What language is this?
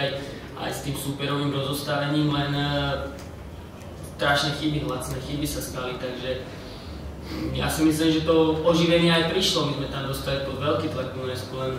Slovak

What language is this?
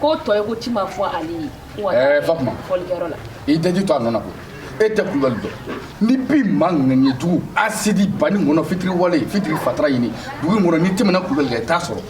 Bambara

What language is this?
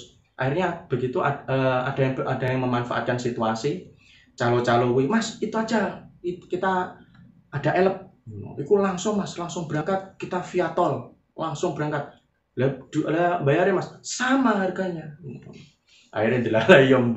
Javanese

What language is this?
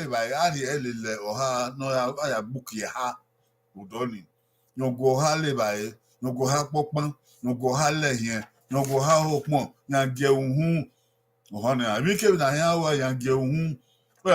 Bini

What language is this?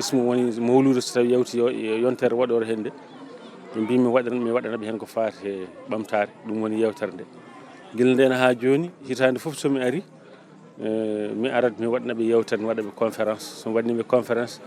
Fula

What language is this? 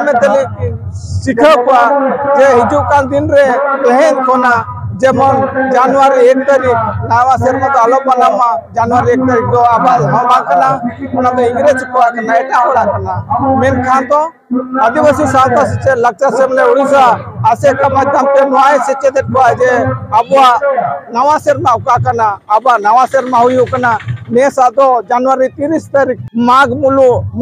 Santali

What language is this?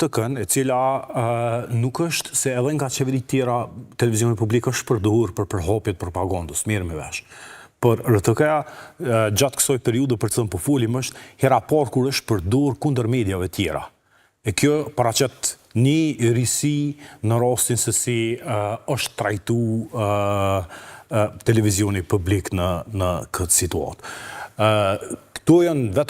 Albanian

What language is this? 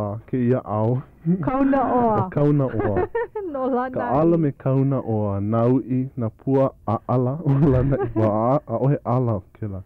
Hawaiian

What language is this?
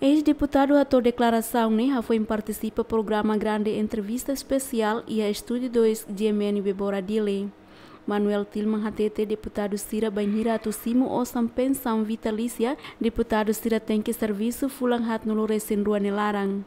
Tetum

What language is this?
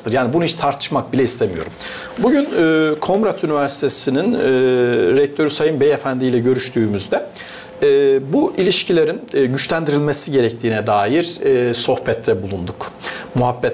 Gagauz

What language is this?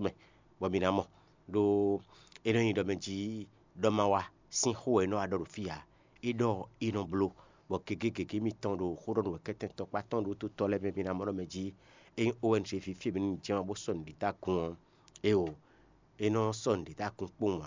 Fon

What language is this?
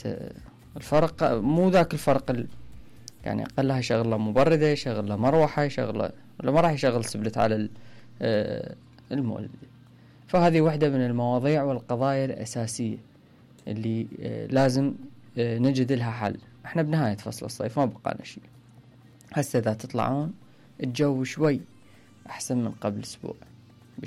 Mesopotamian Arabic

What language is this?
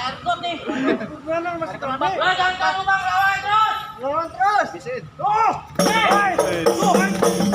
Betawi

